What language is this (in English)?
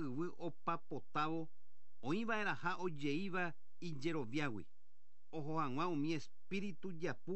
Guarani